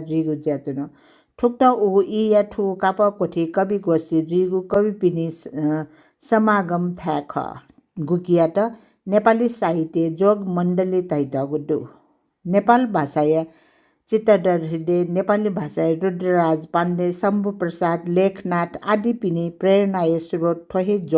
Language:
Newari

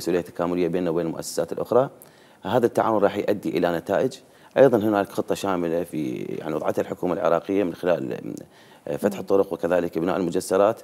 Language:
Mesopotamian Arabic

